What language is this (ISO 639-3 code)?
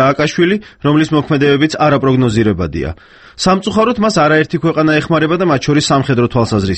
kat